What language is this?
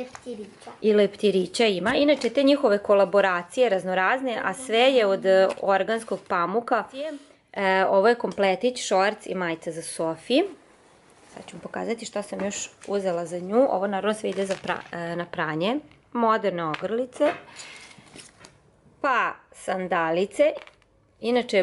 Serbian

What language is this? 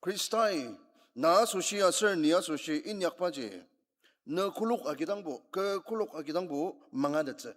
Ao Naga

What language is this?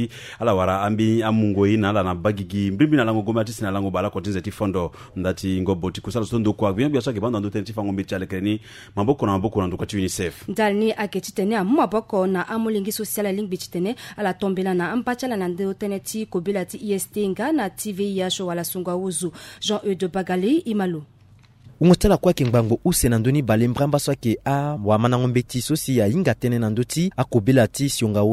Sango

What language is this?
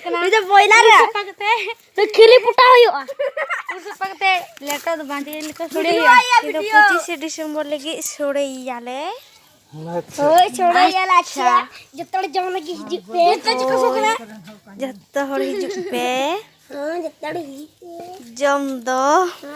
Santali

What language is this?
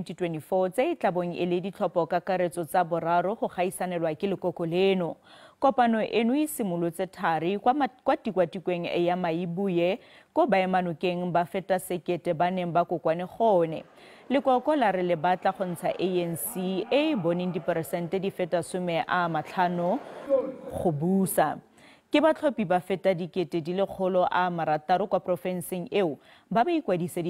Tswana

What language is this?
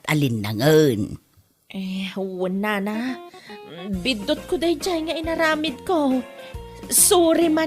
Iloko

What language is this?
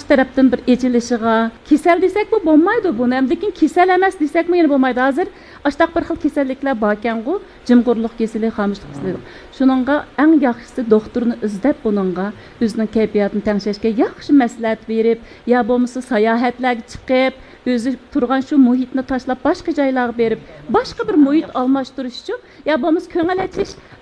Uyghur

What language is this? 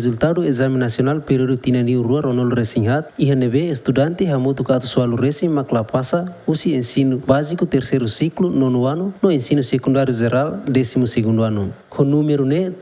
Tetum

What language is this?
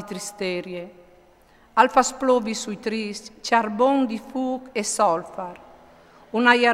Friulian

